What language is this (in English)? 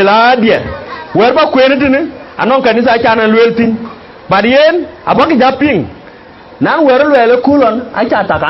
Dinka